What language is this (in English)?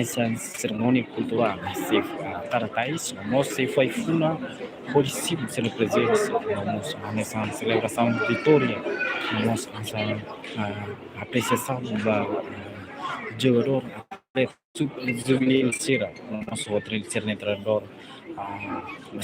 Tetum